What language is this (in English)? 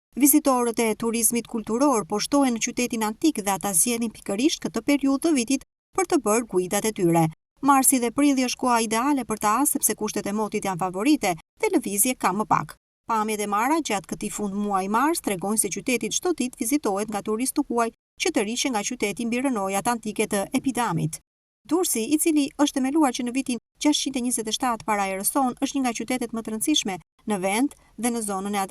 Albanian